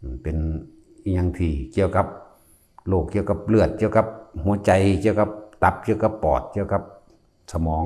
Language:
Northeastern Thai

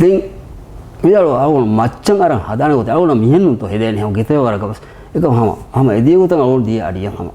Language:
Divehi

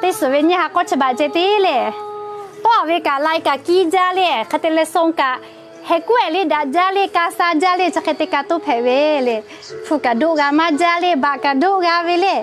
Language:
Lahu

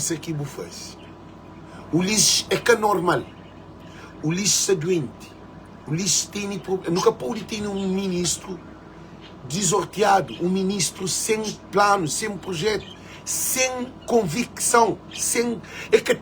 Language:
Kabuverdianu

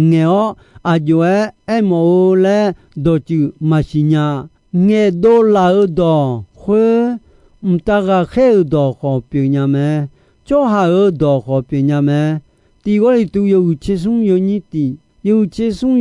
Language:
Akha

